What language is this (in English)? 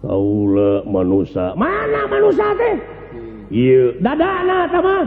Sundanese